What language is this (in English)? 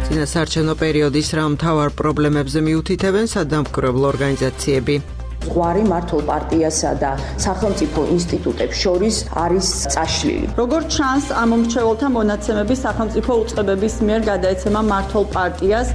Georgian